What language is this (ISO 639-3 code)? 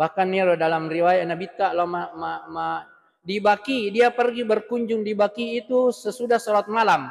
bug